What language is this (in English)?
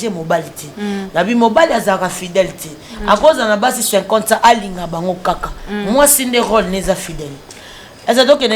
Lingala